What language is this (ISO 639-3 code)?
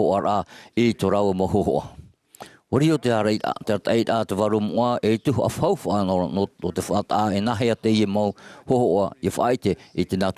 tah